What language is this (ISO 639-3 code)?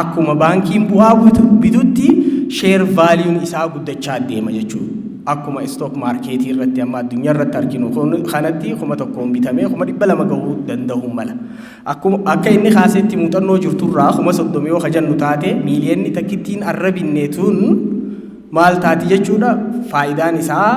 orm